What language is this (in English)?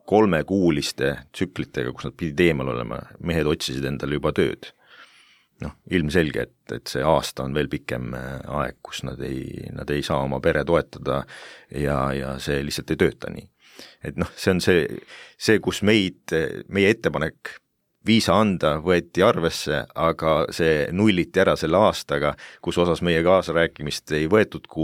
Estonian